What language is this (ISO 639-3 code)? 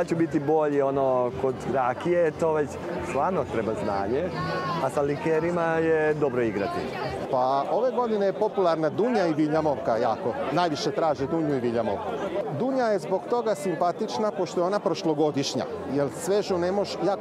srp